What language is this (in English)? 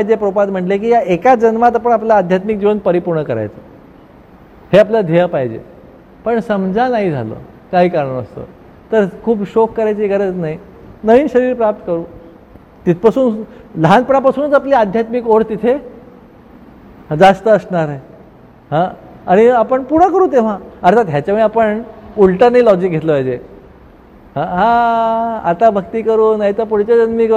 Marathi